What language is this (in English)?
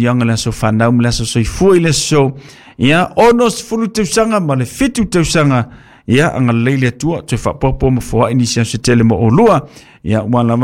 Samoan